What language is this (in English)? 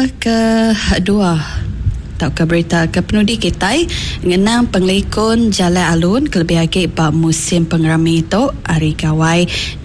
Iban